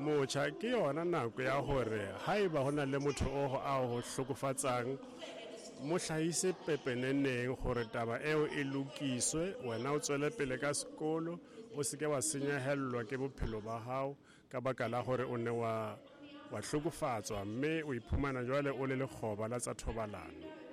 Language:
Southern Sotho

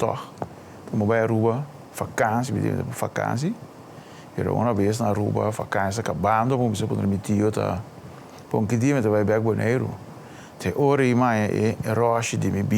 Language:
Papiamento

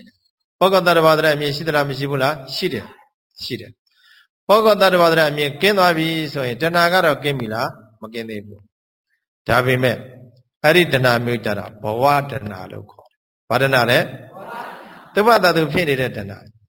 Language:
Burmese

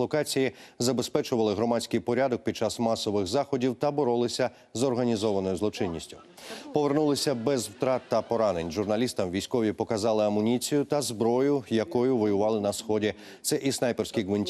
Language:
Ukrainian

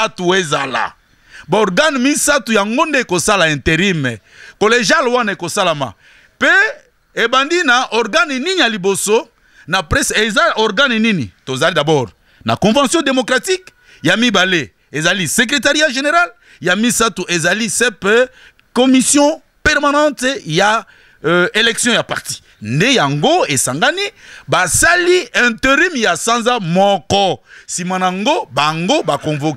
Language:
Lingala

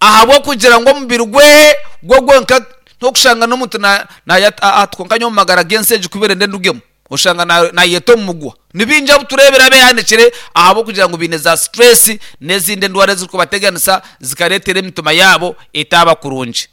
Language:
Nyankole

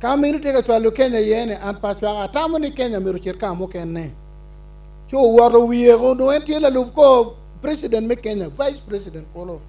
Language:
Acoli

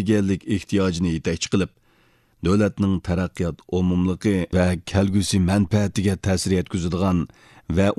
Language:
Uyghur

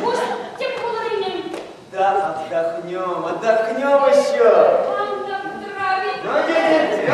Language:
Bashkir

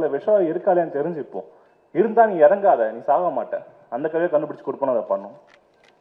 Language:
Tamil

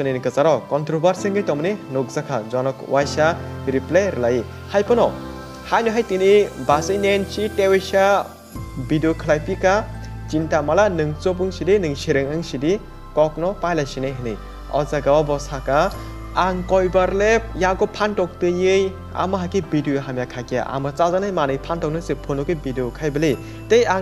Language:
Kok Borok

